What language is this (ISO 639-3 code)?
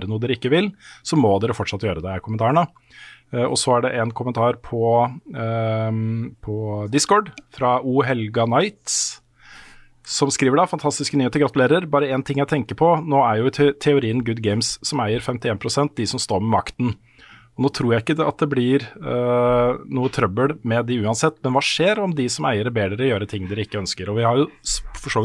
nor